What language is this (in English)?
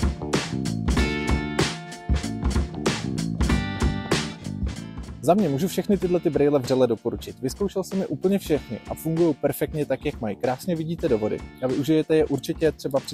Czech